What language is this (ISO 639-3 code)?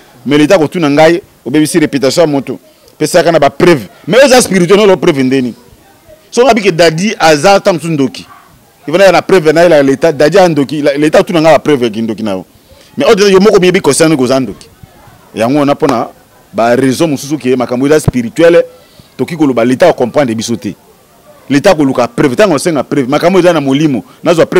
lin